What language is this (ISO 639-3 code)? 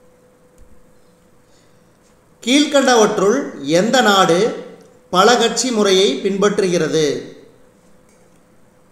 tam